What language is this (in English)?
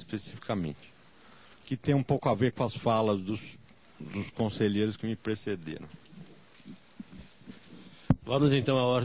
Portuguese